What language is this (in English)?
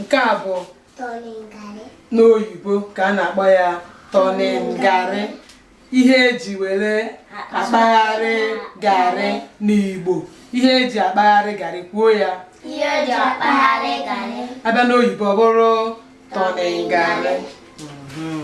Igbo